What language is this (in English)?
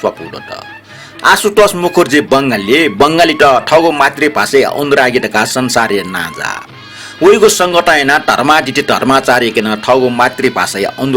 Newari